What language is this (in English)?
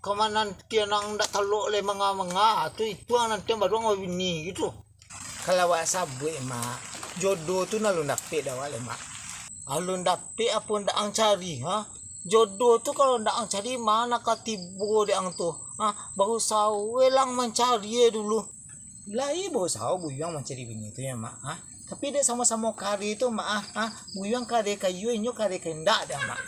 Minangkabau